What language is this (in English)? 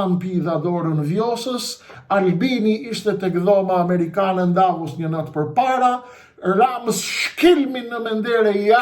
Albanian